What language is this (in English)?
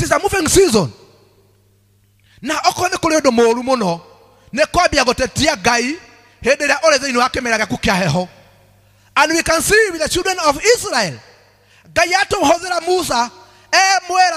Kikuyu